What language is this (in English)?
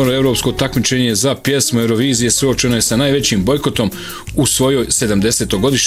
Bosnian